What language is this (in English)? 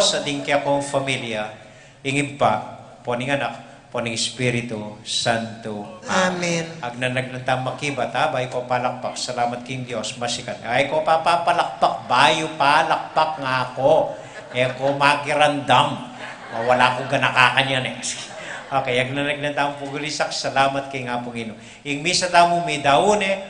Pampanga